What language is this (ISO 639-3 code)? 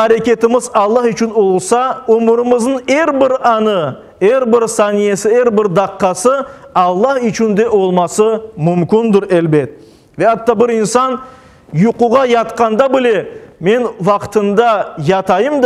crh